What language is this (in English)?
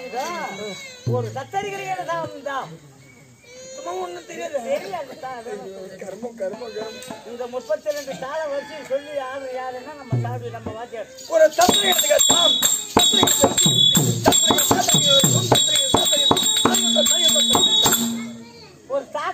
Tamil